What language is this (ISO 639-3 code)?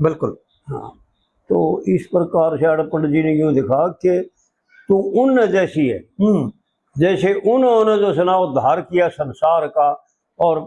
bgc